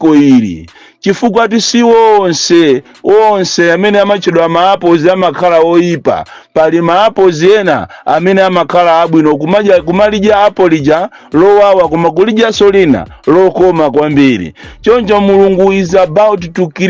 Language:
Nyanja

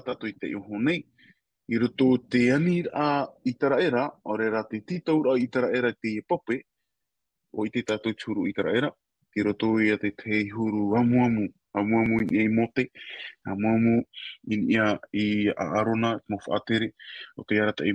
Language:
Tahitian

